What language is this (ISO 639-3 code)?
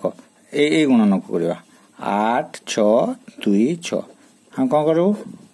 ori